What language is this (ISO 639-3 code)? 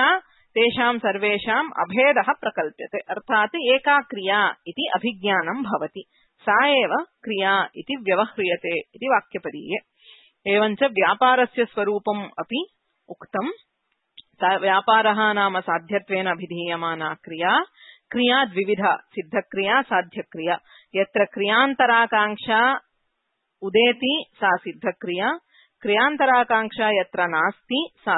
san